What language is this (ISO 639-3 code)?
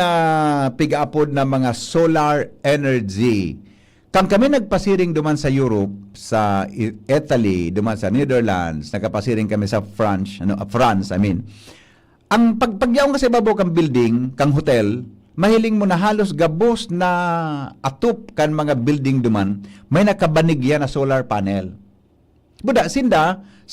bik